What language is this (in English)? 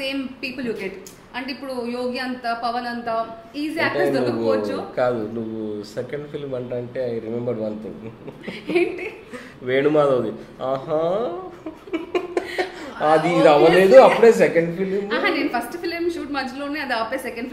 Telugu